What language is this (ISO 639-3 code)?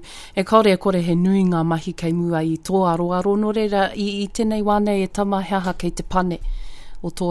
mri